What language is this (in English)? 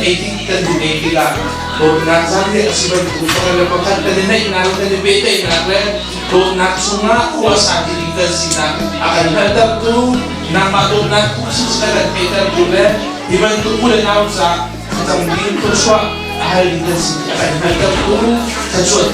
Hakha Chin